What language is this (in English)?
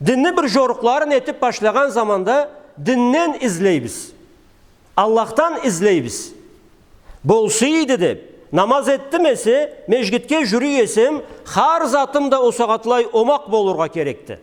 Karachay-Balkar